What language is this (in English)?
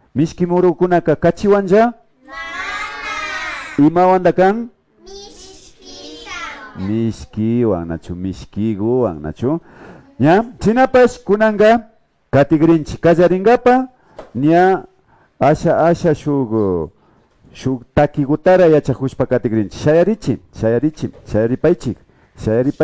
Imbabura Highland Quichua